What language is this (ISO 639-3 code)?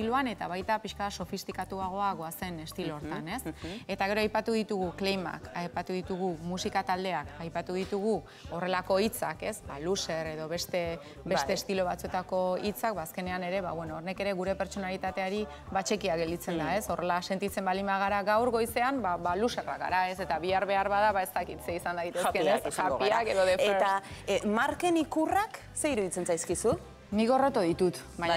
eus